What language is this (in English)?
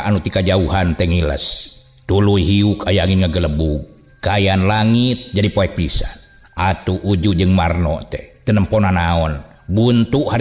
Sundanese